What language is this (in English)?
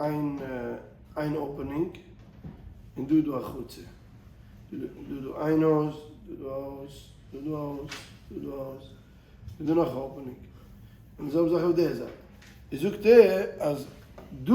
Yiddish